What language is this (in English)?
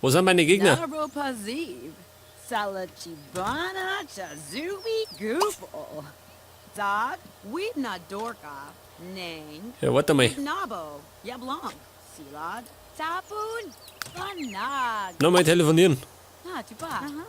Bavarian